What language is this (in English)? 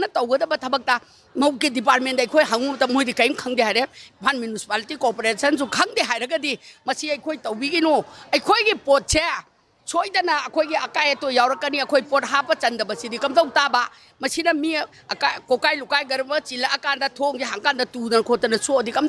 Manipuri